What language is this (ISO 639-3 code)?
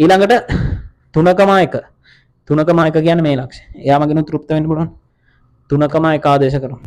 sin